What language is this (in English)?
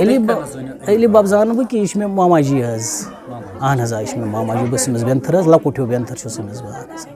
Kashmiri